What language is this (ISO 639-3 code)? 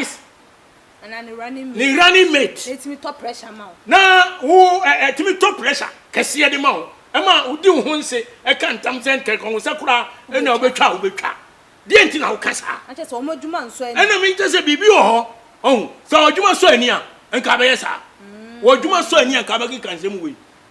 aka